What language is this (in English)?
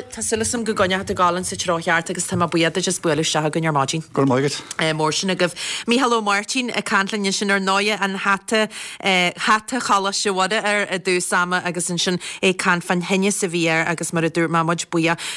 Irish